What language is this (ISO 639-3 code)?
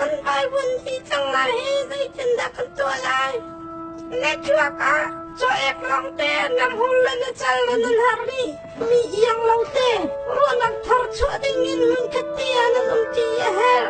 cnh